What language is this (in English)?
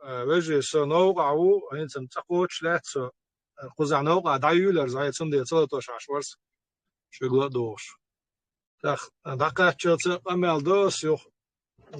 Chechen